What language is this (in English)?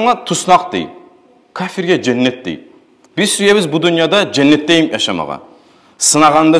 Kumyk